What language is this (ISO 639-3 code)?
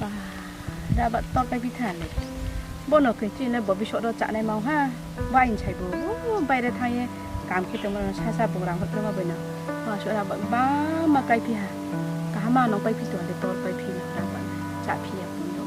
ria